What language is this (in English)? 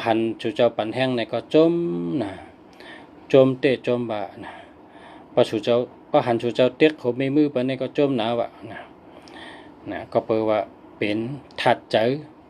Shan